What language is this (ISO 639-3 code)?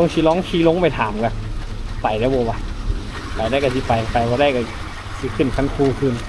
lao